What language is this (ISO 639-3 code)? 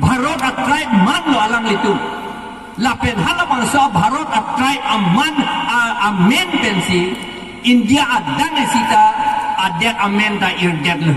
mjw